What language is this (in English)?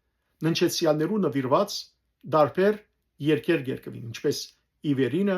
Western Armenian